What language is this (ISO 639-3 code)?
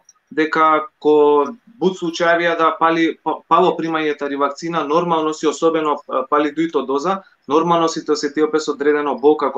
rmn